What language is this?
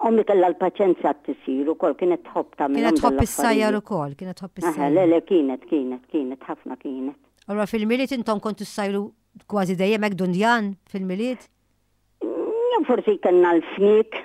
Maltese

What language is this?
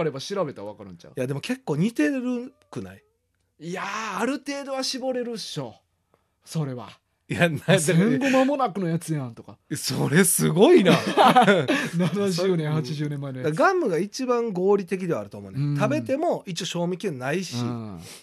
Japanese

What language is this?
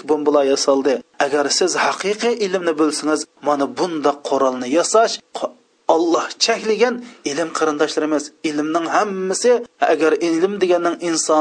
Uyghur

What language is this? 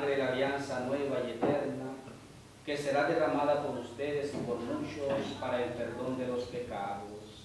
Spanish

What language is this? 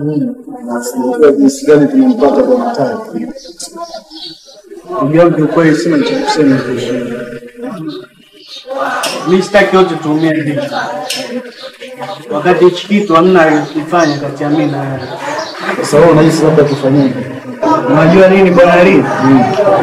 Swahili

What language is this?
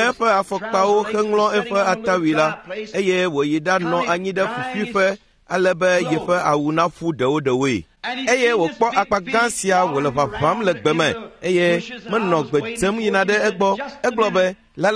Ewe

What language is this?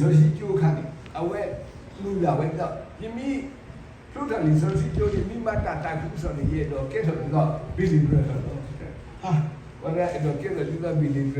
S'gaw Karen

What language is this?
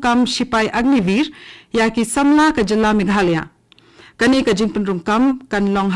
Khasi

